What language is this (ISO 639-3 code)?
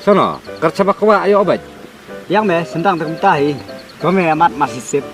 kha